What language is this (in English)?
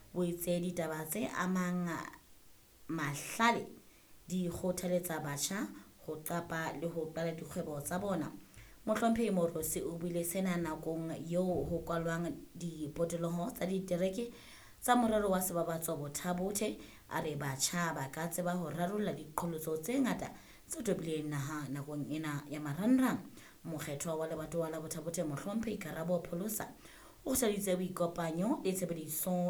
Southern Sotho